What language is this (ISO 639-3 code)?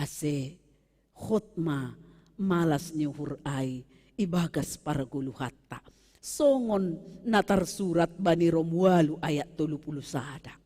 bts